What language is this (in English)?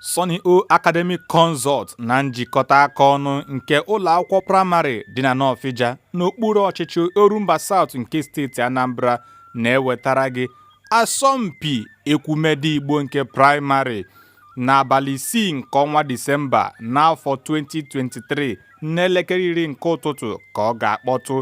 Igbo